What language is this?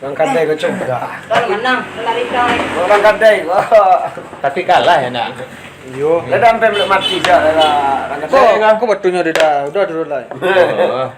Minangkabau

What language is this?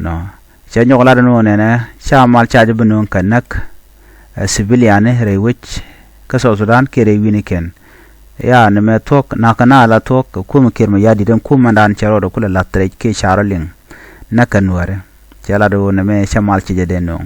Nuer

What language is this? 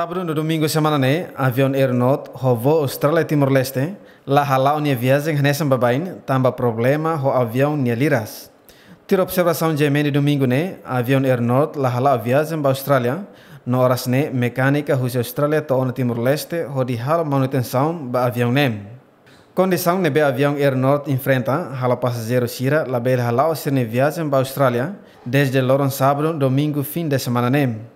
Tetum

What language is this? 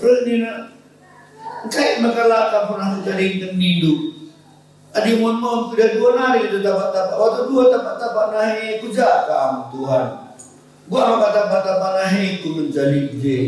Batak Karo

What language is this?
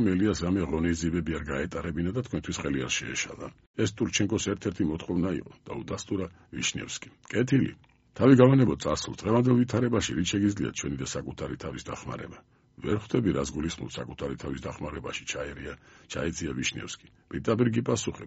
Georgian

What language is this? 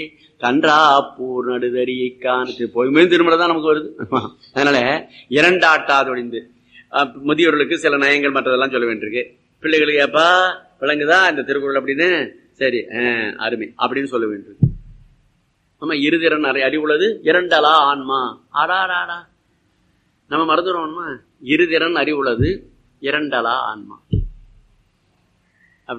Tamil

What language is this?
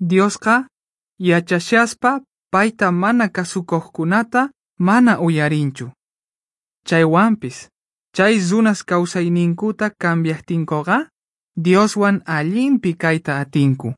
Quechua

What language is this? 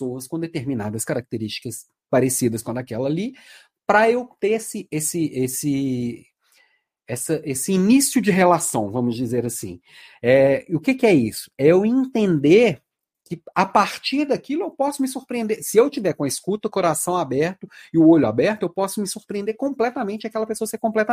Portuguese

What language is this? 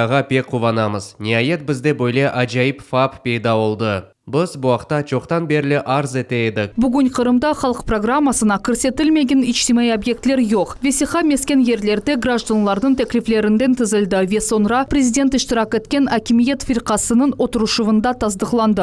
Crimean Tatar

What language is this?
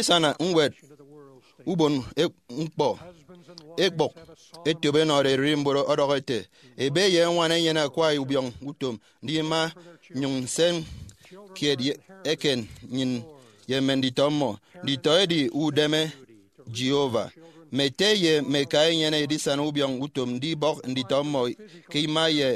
Efik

